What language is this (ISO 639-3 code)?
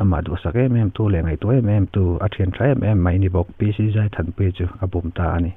lus